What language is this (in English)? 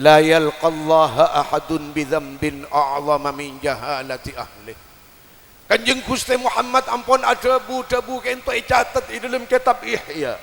Madurese